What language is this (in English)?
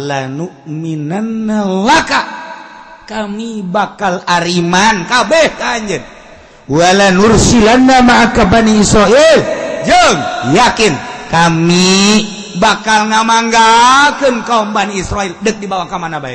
Sundanese